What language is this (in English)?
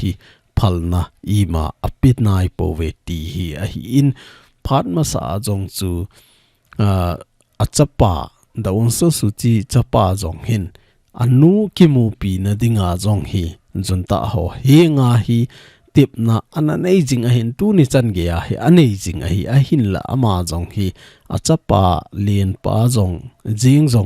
Thado Chin